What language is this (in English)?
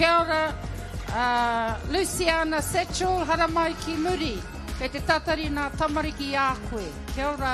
Māori